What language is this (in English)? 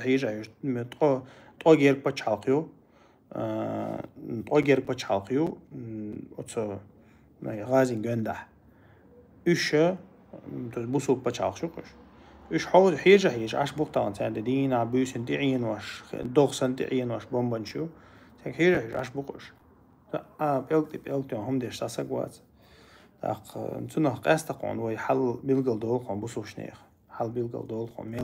Chechen